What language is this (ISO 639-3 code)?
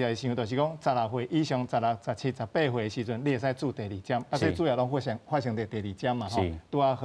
nan